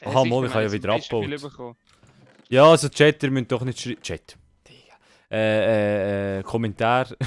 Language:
Swiss German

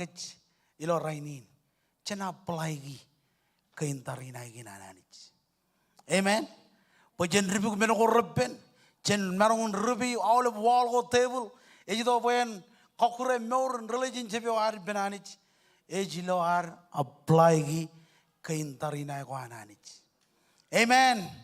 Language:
Marshallese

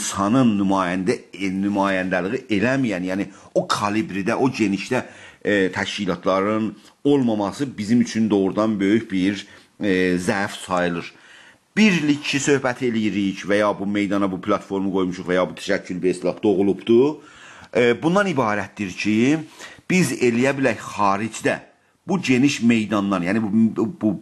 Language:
South Azerbaijani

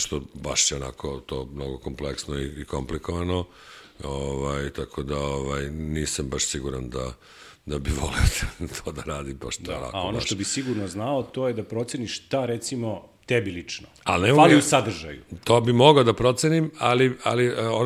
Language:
Serbian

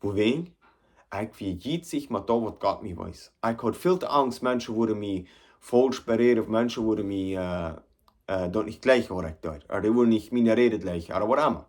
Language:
Plautdietsch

